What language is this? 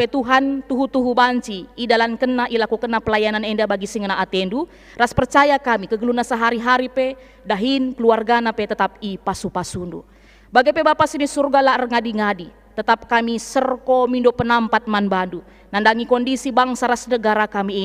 Batak Karo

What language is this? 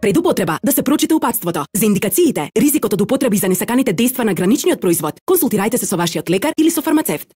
Macedonian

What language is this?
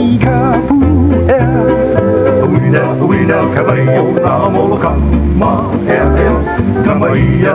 Hawaiian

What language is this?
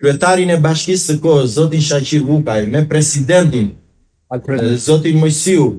Albanian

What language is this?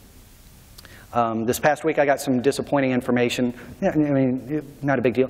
English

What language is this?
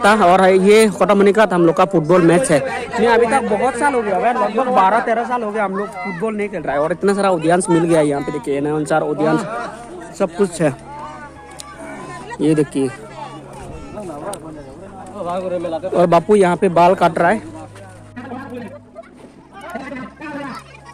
Hindi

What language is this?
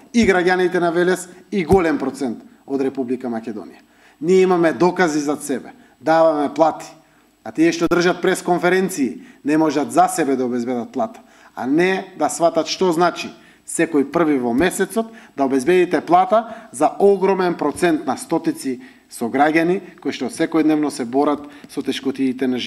Macedonian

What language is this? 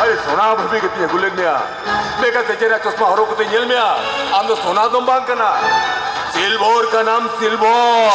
Santali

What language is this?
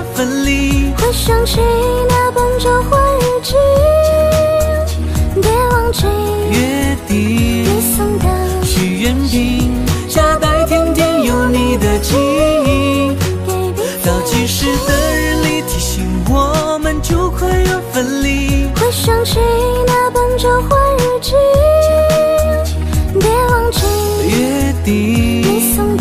Chinese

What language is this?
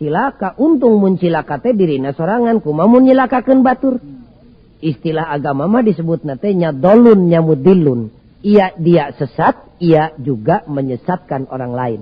Sundanese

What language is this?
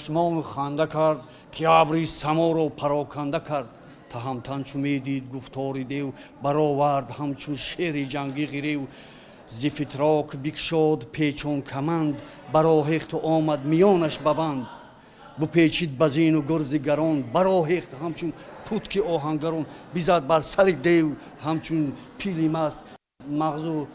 Tajik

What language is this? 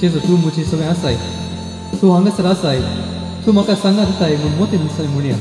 Konkani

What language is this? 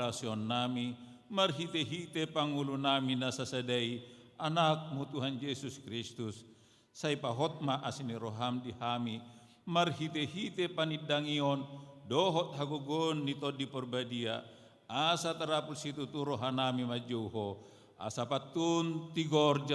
Batak Toba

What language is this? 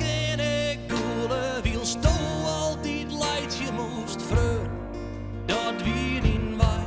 Western Frisian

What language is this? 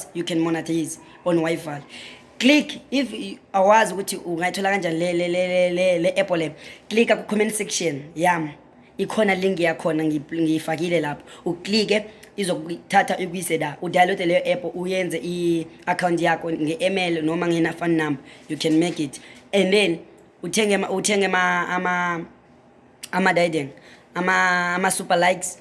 Zulu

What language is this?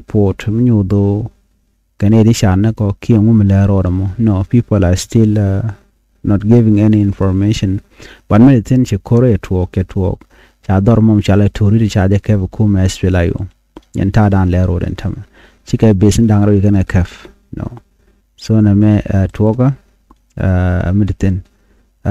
Nuer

